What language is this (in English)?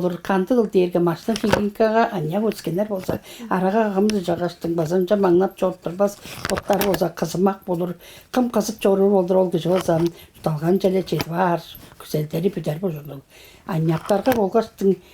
Tuvinian